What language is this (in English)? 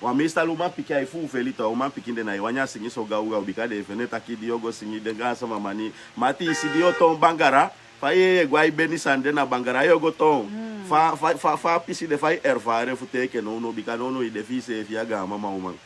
Sranan Tongo